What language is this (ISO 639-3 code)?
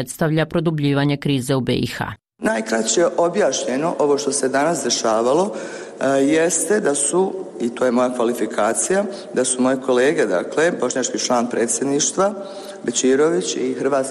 bos